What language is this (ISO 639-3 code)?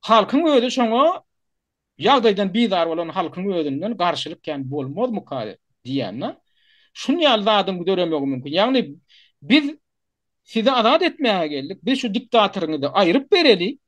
tuk